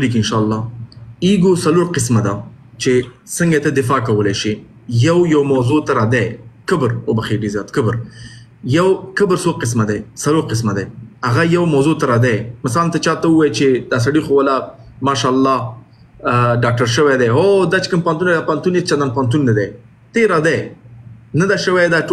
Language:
Pashto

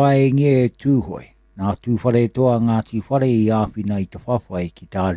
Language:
Māori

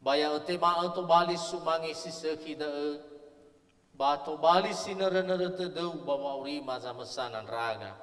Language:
Nias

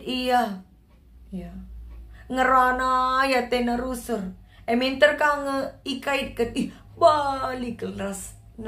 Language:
Batak Karo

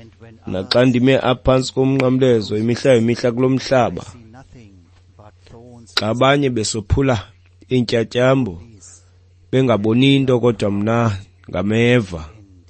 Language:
Xhosa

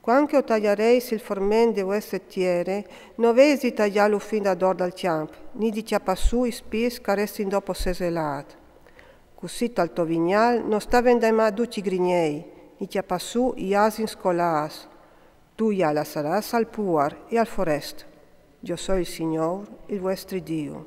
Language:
Friulian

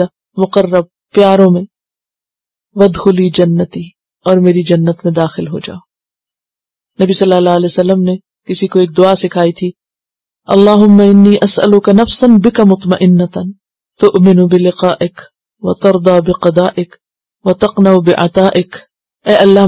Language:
Urdu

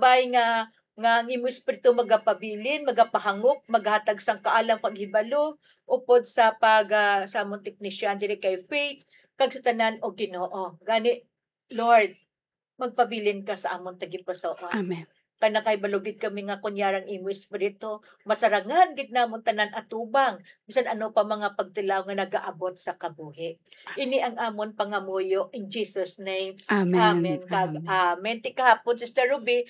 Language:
Hiligaynon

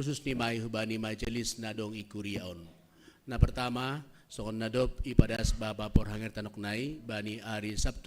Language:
Batak Simalungun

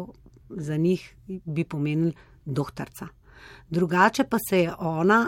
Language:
Slovenian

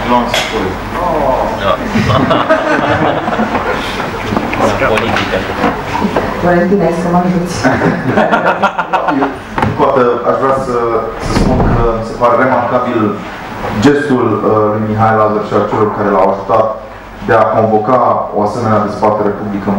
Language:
Romanian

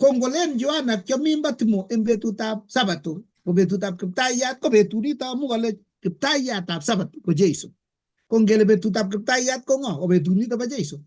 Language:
Kalenjin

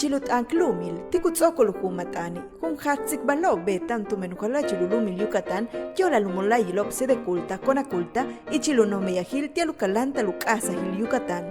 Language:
Yucateco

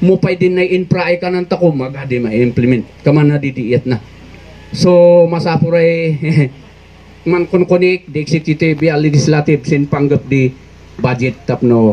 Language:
Kankanaey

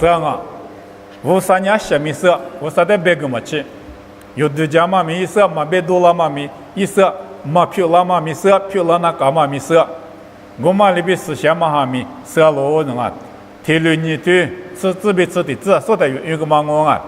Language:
Lisu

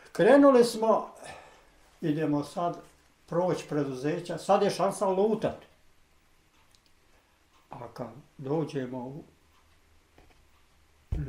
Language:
Bosnian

